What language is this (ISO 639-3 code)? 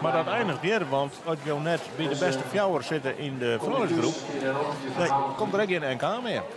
fry